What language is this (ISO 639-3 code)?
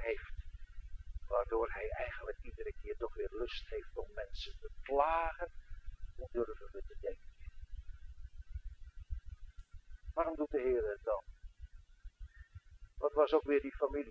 nld